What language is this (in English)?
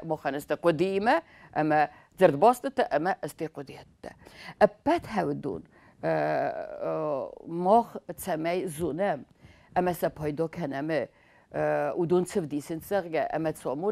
Ossetic